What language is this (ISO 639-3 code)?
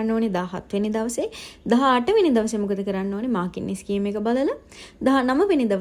sin